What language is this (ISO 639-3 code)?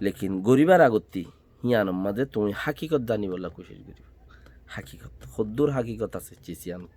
rhg